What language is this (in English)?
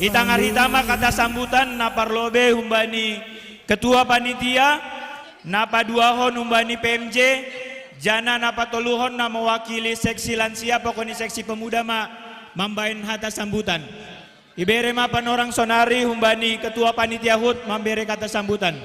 Batak Simalungun